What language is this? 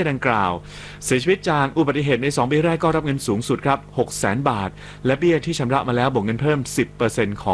Thai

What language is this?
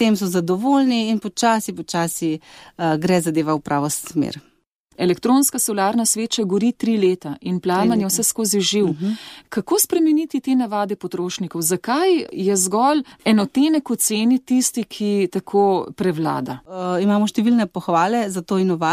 Slovenian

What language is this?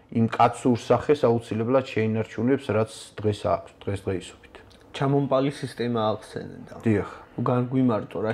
Georgian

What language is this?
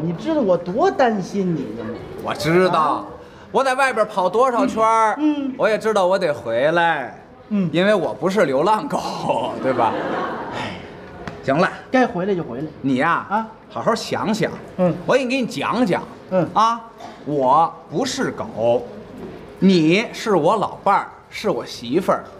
Chinese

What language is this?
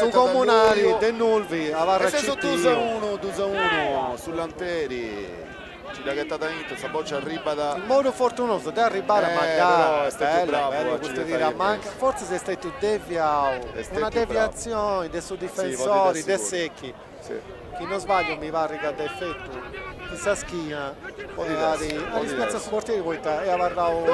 Sardinian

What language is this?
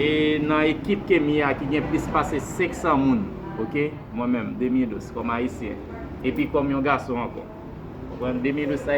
Haitian Creole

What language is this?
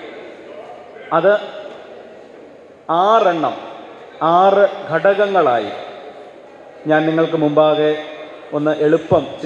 Malayalam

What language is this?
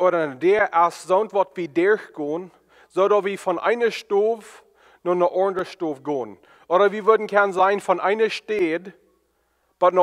Plautdietsch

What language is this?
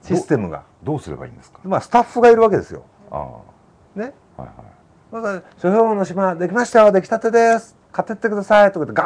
Japanese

